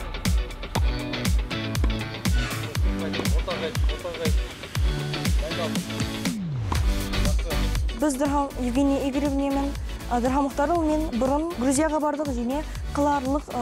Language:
Kazakh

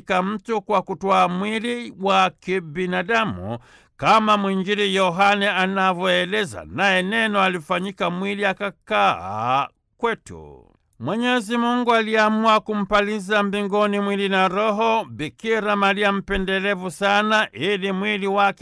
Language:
Swahili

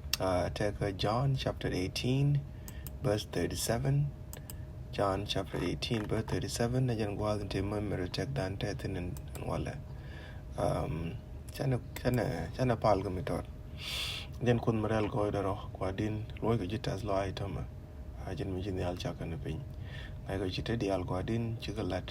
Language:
Nuer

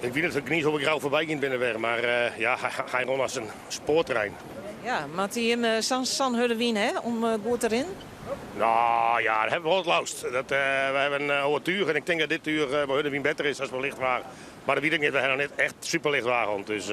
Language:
Western Frisian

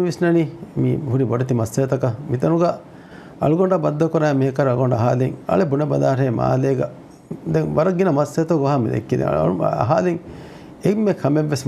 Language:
Divehi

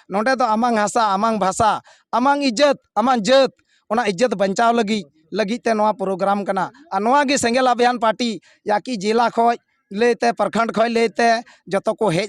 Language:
Santali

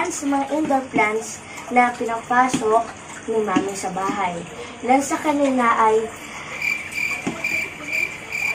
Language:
Filipino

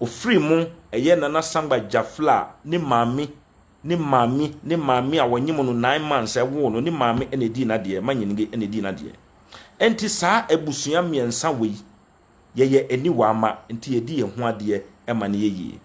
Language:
Akan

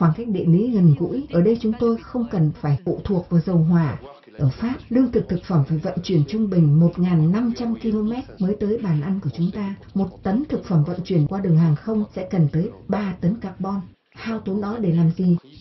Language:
Vietnamese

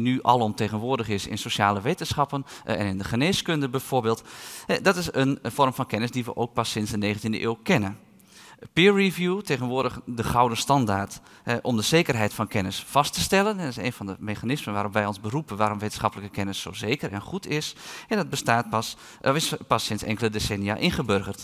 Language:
Dutch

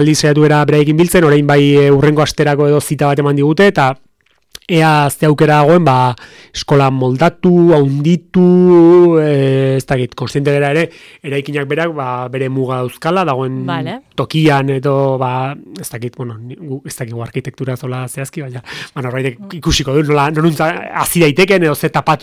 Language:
Basque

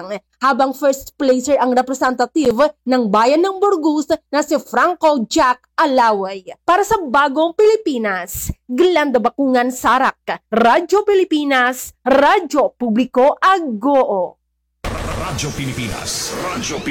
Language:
Filipino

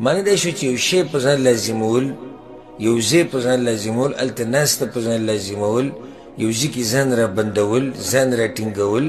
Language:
Pashto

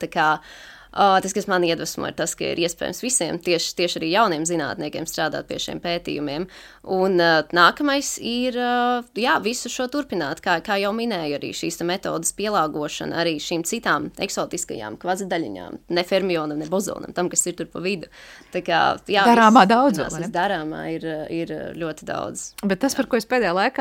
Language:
Latvian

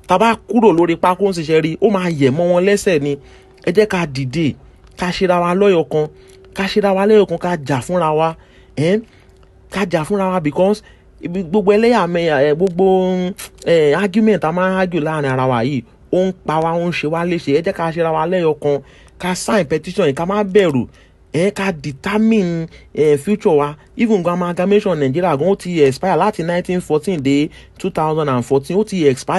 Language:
Yoruba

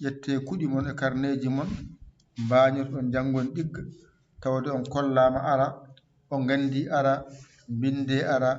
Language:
Fula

